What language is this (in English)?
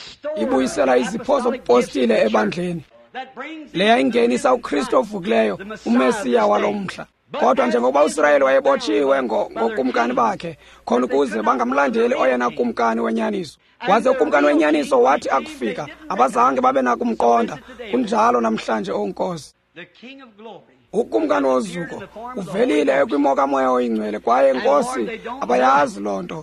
Xhosa